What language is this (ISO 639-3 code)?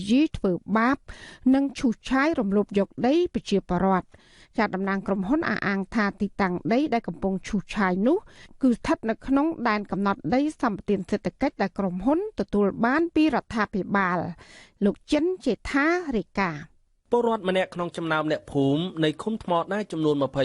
khm